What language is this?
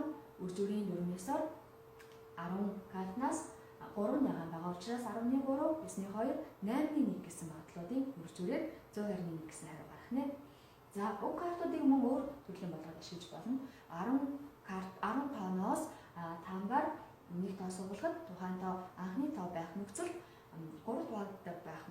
Mongolian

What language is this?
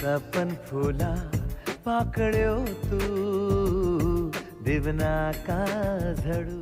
Konkani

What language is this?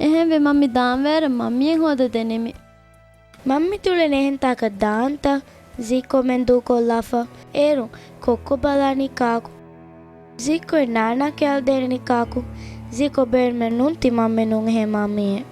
Divehi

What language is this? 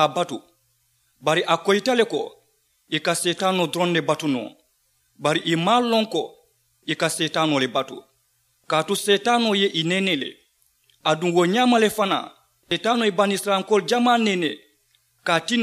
Mandingo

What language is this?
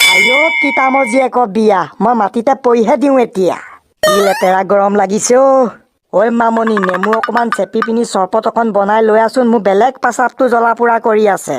Assamese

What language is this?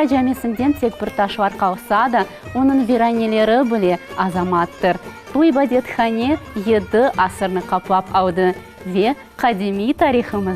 Crimean Tatar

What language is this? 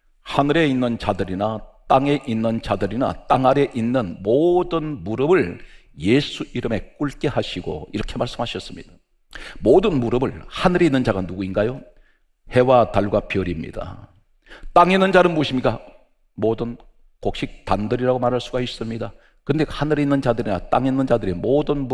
Korean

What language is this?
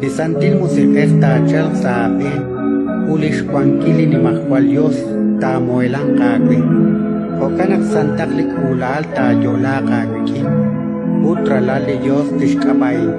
Kekchí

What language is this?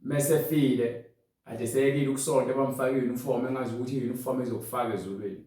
Zulu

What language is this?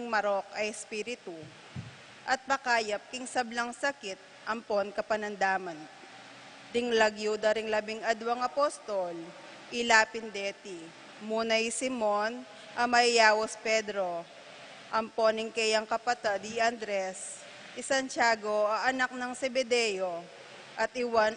Pampanga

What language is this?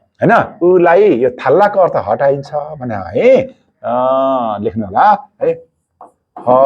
Nepali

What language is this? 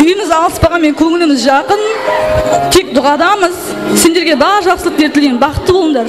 Kara-Kalpak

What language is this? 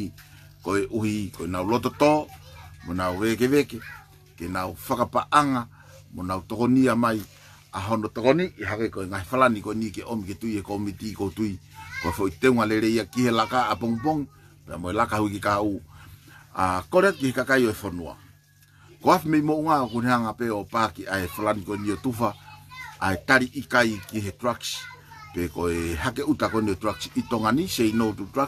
Tongan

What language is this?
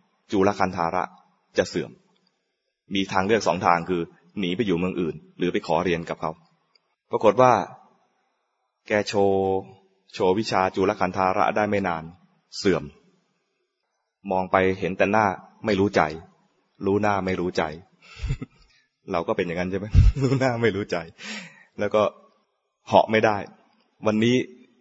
Thai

